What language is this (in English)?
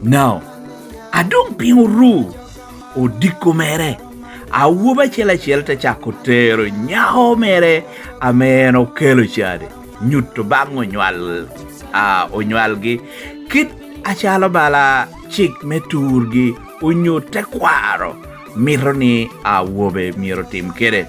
Lango (Uganda)